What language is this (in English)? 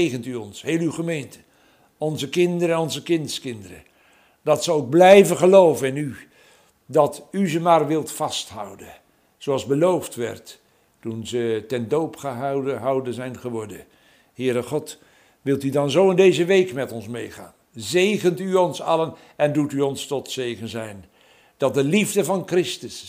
Dutch